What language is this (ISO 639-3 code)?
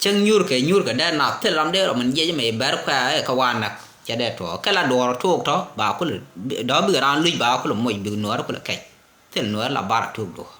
nus